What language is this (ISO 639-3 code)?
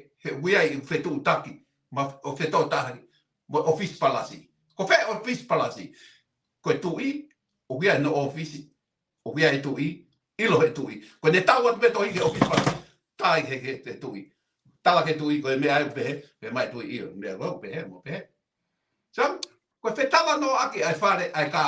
ton